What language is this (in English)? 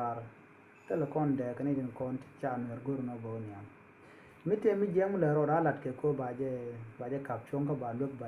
Nuer